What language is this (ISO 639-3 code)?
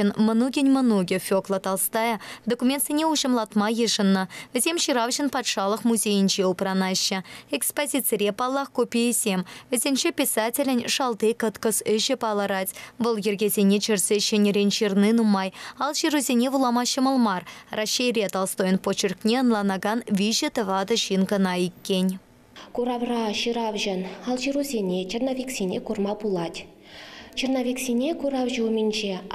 chv